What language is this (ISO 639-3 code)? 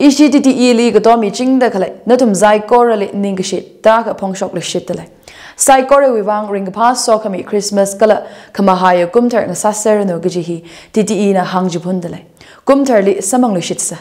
nmf